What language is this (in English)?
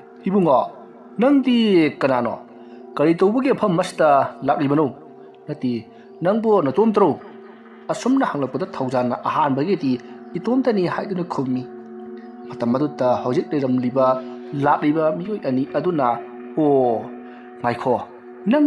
Manipuri